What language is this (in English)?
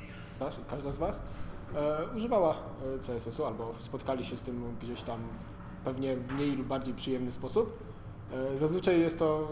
Polish